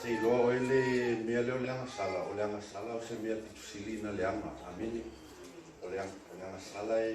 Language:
Samoan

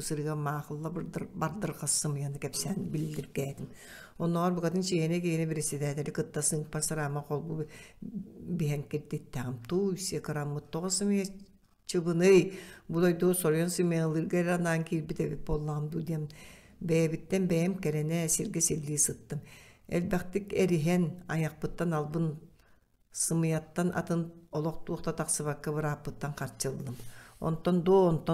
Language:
Yakut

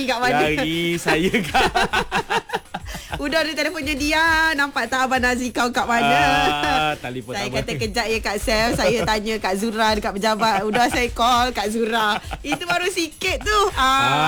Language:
Malay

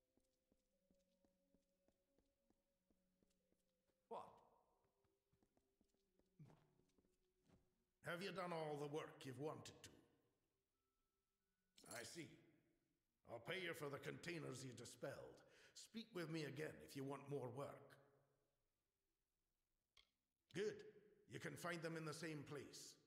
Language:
English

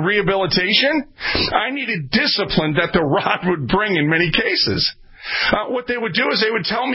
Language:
English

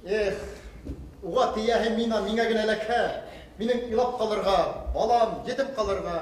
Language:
Bashkir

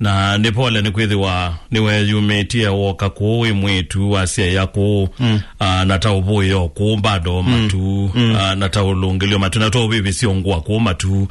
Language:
Kamba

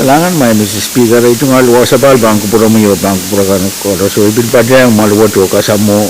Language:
Pohnpeian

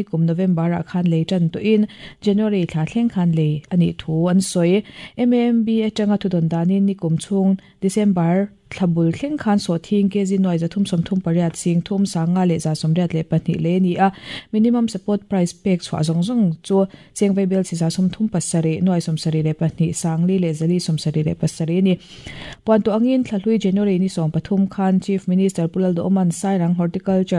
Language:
Mizo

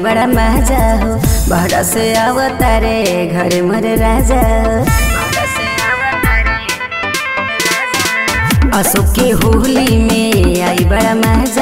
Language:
Bhojpuri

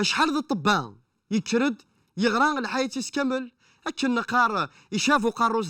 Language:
Kabyle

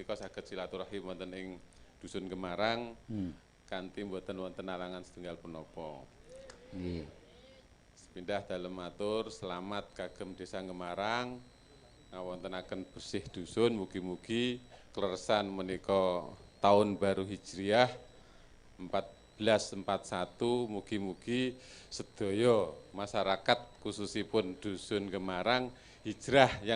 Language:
Javanese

